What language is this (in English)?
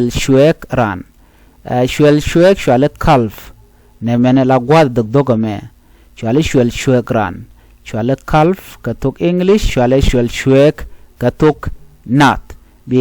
Nuer